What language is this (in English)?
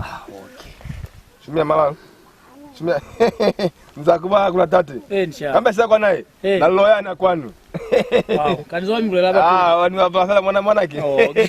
Lozi